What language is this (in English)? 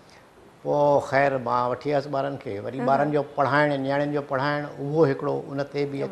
Sindhi